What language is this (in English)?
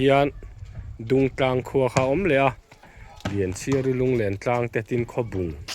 Mizo